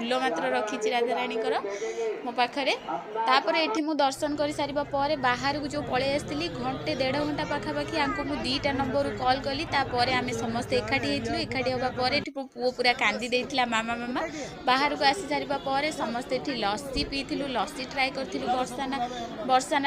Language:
Odia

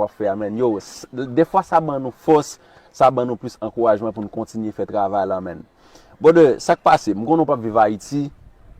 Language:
Haitian Creole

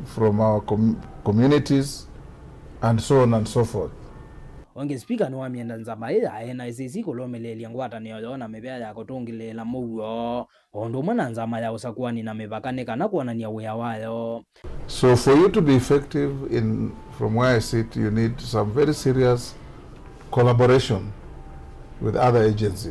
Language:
Kamba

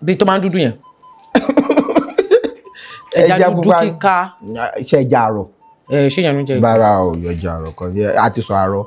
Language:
Yoruba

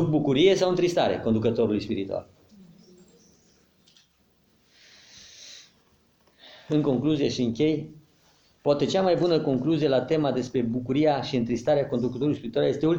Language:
Romanian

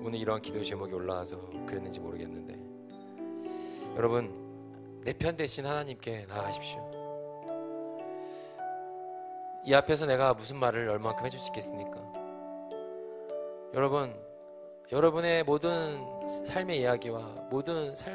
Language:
Korean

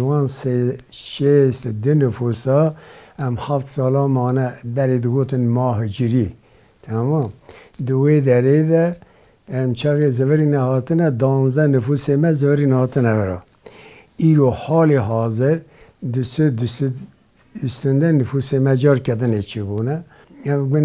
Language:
Kurdish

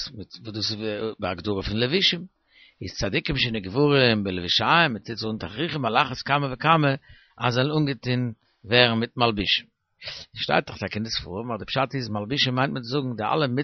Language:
Yiddish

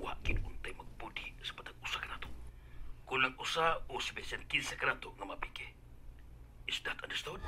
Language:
Cebuano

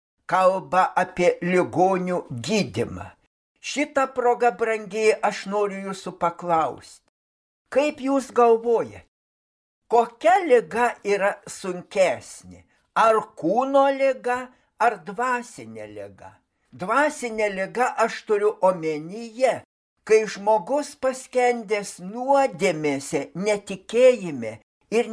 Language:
Lithuanian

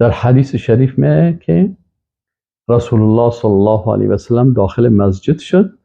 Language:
Persian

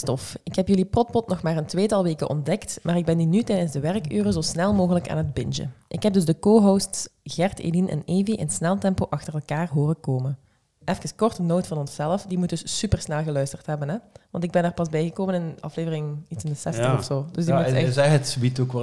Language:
Dutch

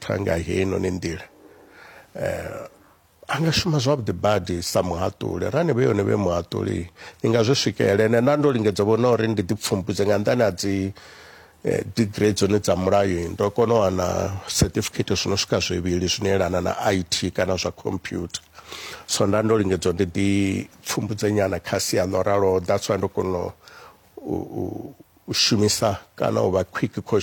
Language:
Venda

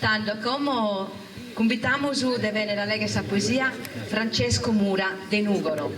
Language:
Sardinian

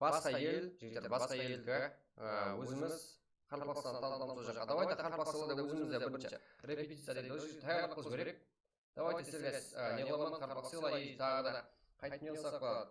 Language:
Kara-Kalpak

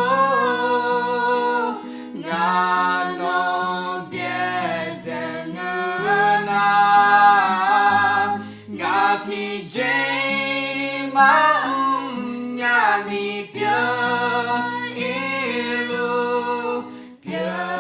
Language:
Akha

